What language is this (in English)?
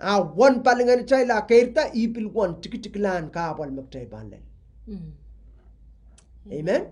Pohnpeian